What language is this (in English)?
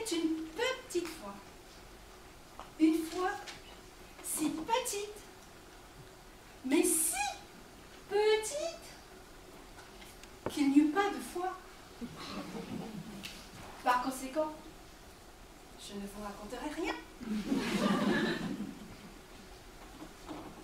French